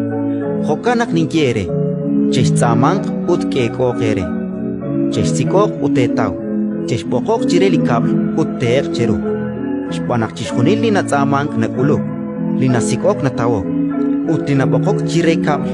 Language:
Kekchí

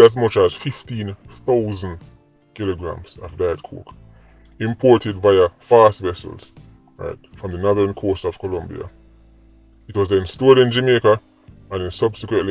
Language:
Jamaican Creole English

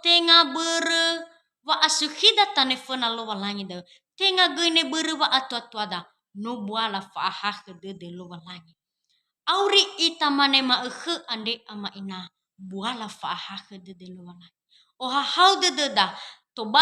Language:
Nias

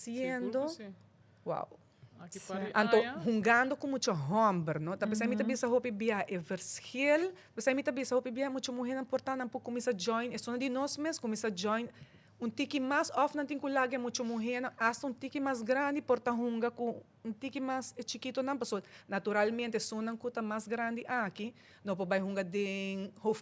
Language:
Papiamento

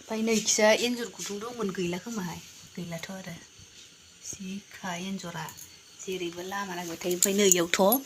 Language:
Bodo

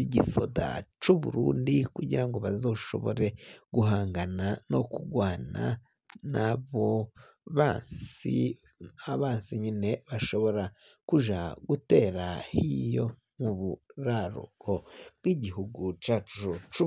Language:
Rundi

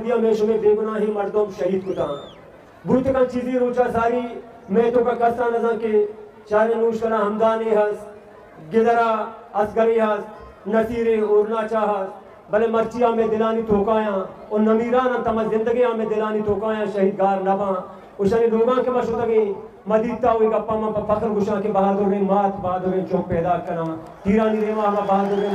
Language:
Eastern Balochi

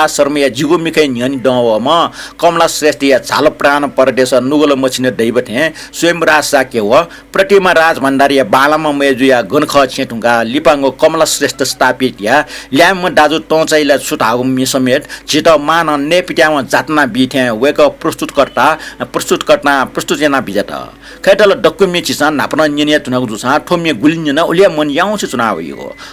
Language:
Newari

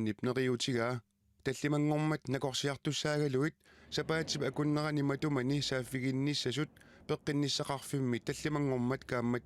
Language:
Kalaallisut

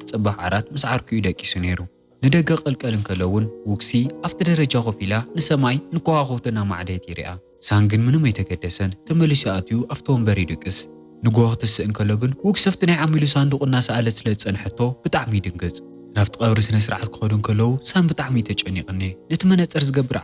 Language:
Tigrinya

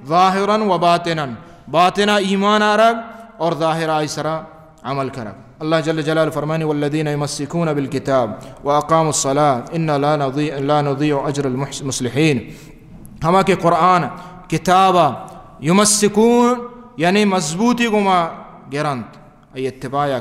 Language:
Baluchi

